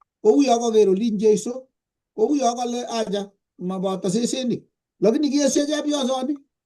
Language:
Kalenjin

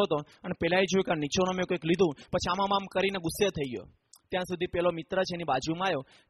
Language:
Gujarati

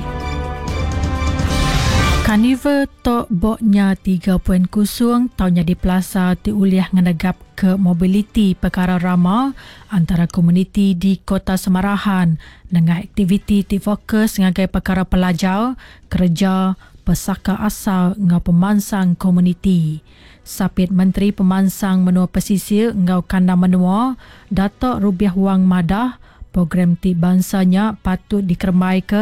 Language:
Iban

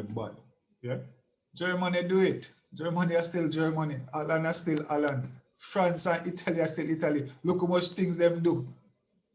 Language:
Jamaican Creole English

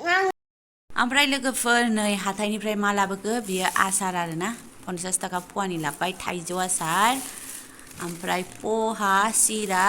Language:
Bodo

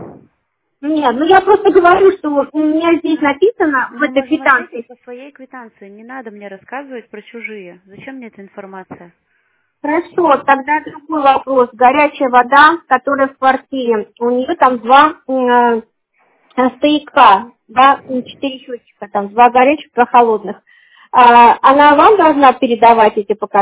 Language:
Russian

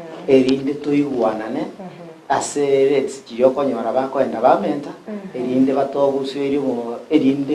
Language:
Gusii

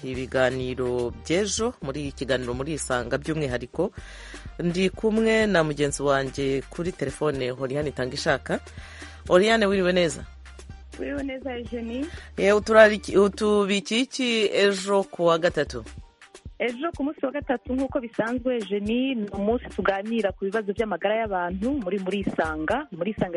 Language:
Kinyarwanda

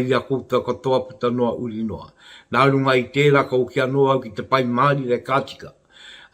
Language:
Māori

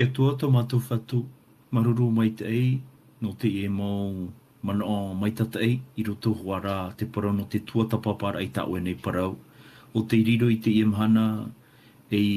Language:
Tahitian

